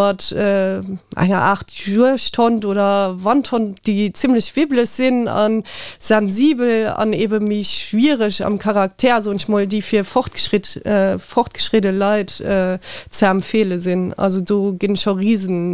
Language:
Luxembourgish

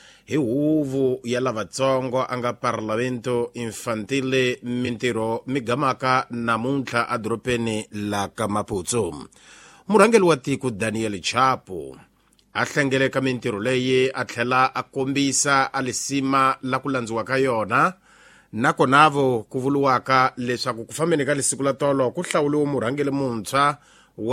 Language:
Tsonga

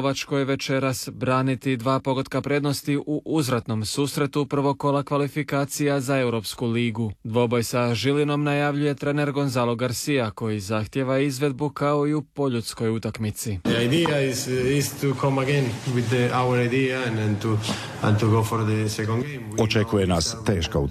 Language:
Croatian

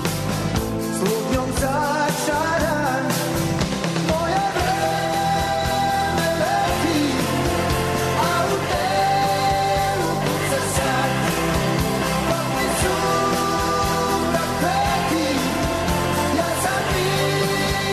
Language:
Serbian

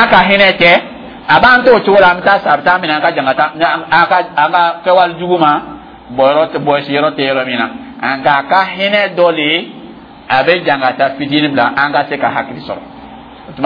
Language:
Dyula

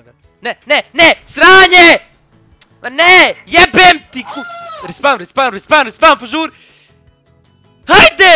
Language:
Bosnian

